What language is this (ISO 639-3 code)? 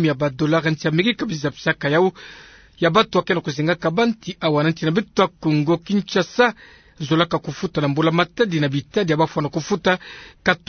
ktu